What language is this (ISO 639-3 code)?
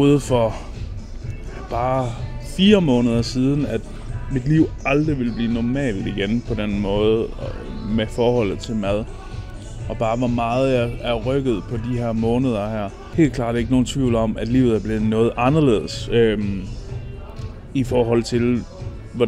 dan